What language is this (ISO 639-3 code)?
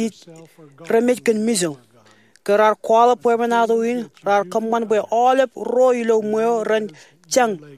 mah